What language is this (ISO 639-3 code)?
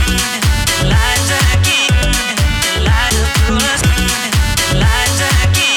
eus